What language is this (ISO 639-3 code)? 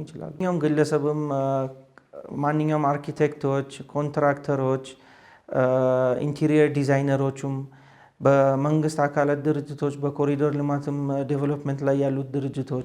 amh